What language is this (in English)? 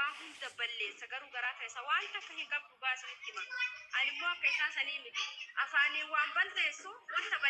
Oromo